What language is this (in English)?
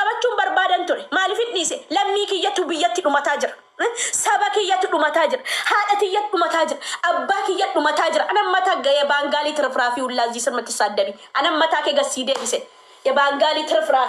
Oromo